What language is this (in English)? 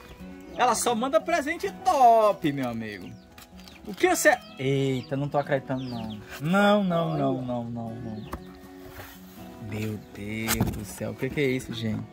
Portuguese